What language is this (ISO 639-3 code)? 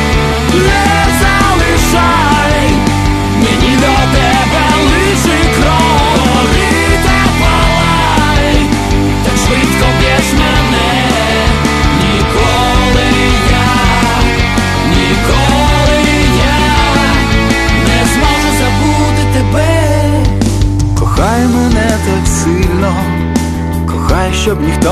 ukr